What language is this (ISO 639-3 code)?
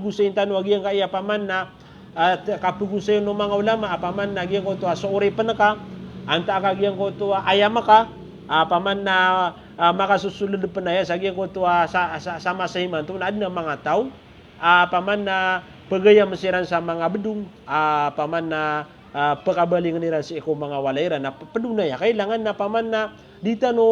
mrw